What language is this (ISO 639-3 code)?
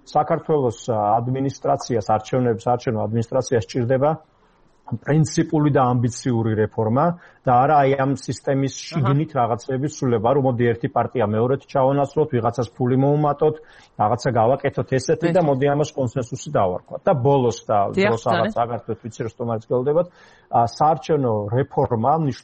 kat